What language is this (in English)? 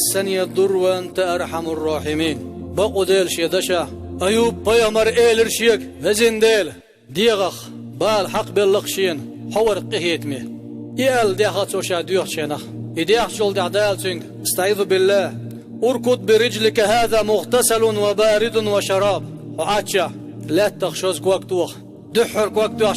Chechen